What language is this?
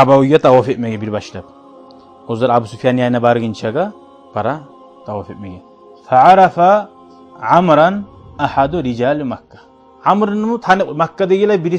Kumyk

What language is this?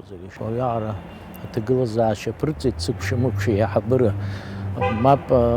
Abkhazian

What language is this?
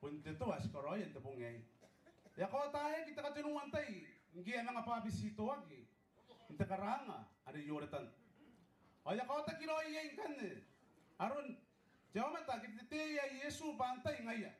Gilbertese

